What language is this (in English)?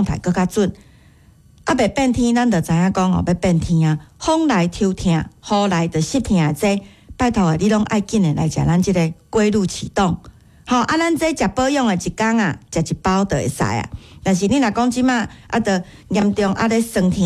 Min Nan Chinese